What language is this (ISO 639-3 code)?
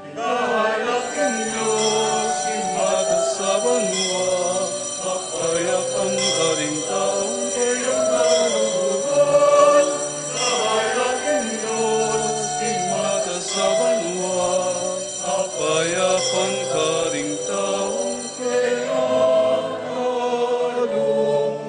pam